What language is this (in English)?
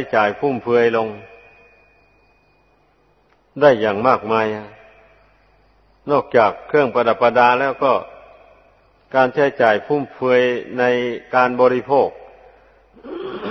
Thai